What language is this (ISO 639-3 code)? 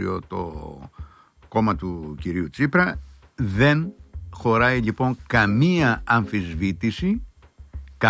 ell